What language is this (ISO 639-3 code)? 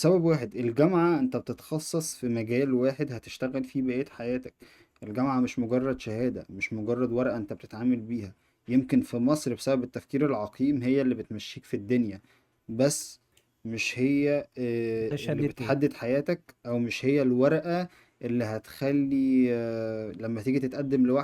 arz